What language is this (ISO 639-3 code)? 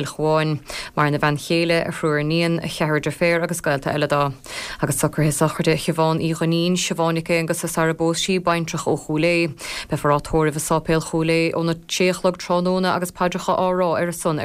gle